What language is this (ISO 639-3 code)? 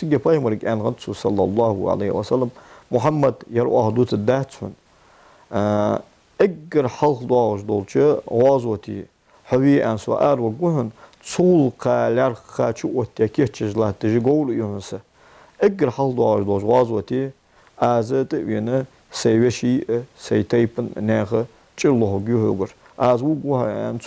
inh